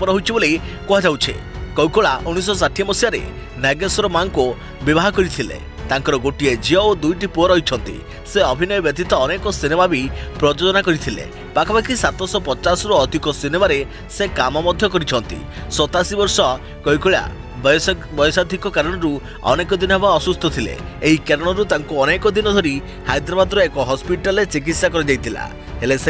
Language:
Odia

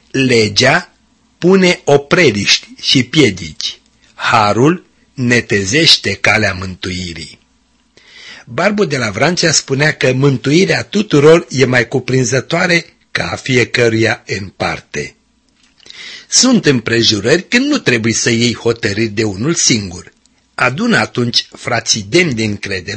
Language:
Romanian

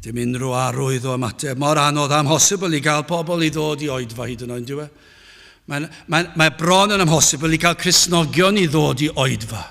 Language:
Welsh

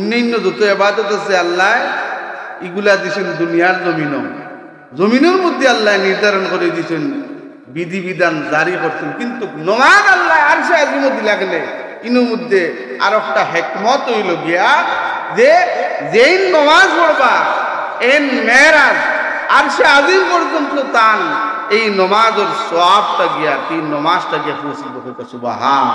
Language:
Sylheti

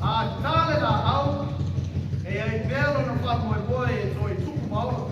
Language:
Samoan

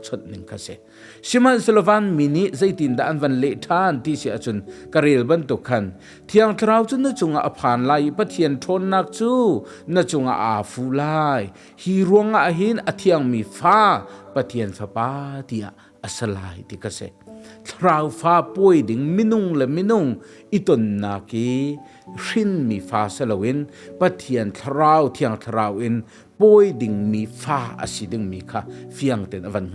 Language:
Hakha Chin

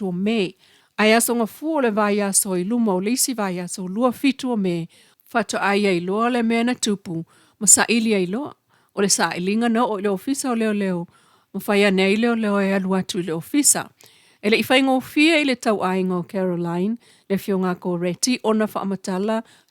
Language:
Samoan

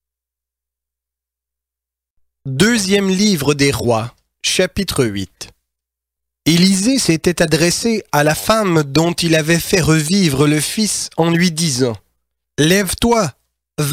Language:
French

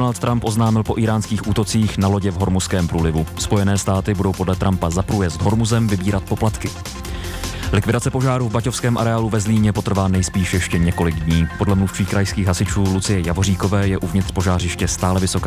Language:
Czech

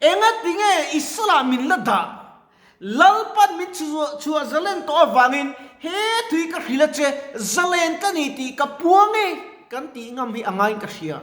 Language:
Mizo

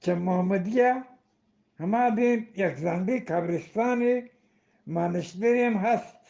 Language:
Eastern Balochi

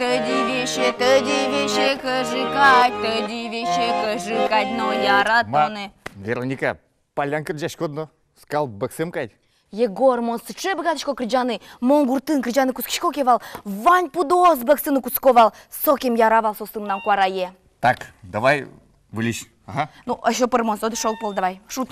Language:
Udmurt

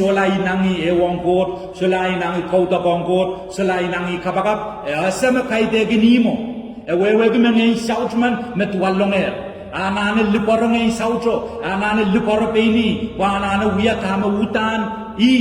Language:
Pohnpeian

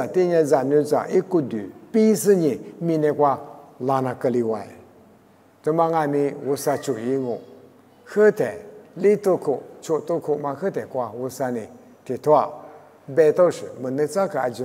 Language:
Lisu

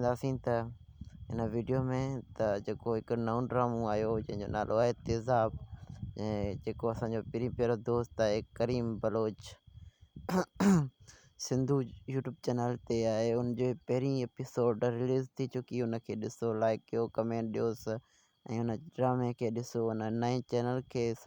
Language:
Sindhi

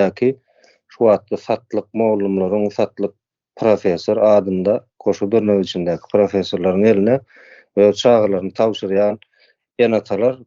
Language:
Turkmen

